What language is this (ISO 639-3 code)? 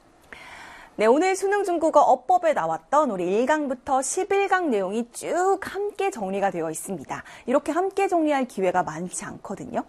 kor